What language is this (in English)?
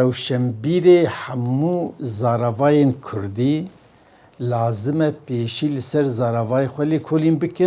Kurdish